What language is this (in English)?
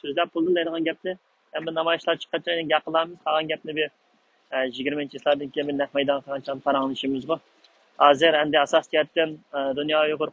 Uyghur